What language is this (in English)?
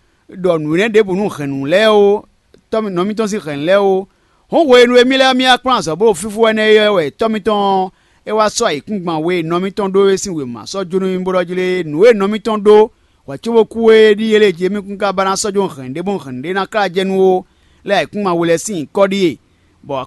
Fon